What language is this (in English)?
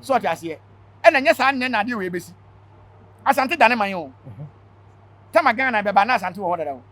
Akan